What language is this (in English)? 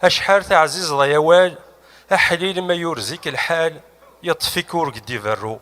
Kabyle